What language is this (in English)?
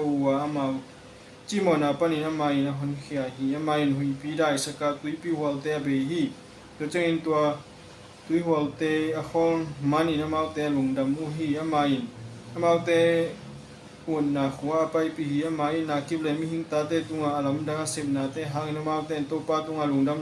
Tedim Chin